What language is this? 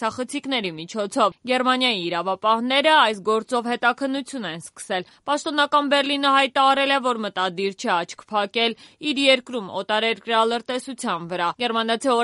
Armenian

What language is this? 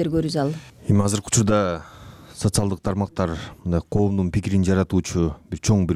Kyrgyz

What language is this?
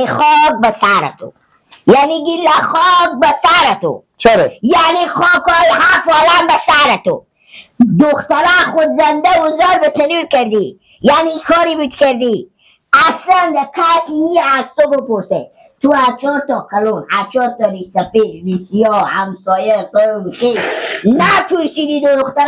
Persian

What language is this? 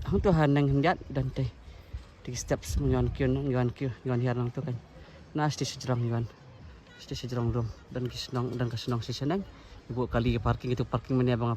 Khasi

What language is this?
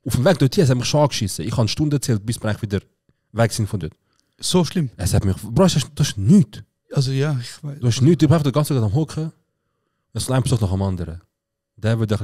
Swiss German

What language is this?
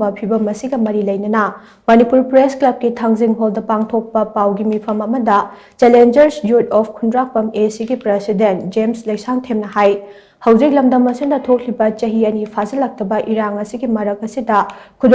Manipuri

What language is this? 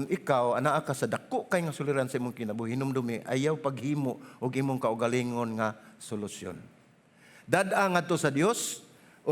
Cebuano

